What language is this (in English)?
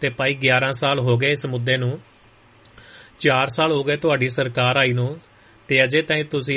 Punjabi